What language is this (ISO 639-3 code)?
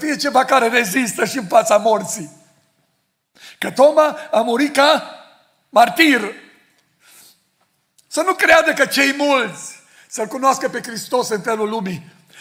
ron